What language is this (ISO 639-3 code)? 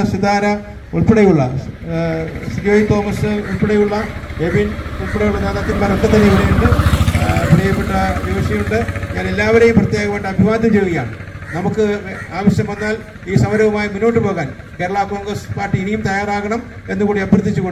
mal